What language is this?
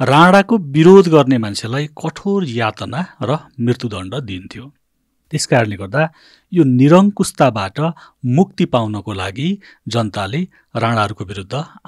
Nepali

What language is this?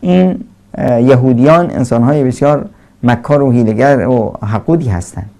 Persian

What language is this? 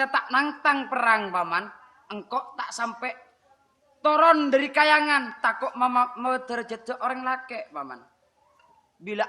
Madurese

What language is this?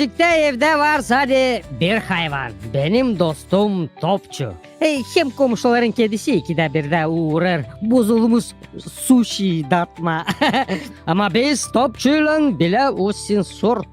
Gagauz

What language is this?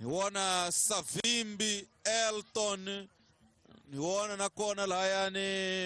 Tsonga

